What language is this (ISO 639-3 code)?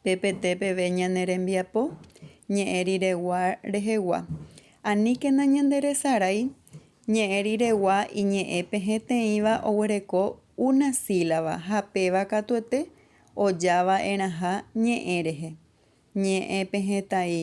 grn